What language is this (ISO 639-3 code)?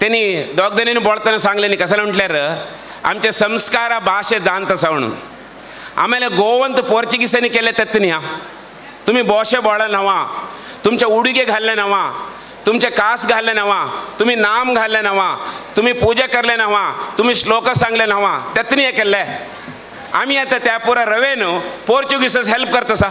kok